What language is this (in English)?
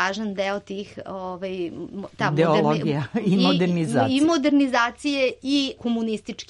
Serbian